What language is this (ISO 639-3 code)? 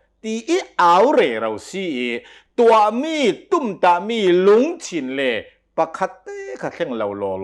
cnh